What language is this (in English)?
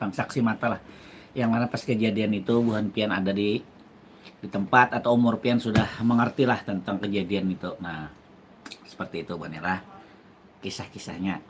Banjar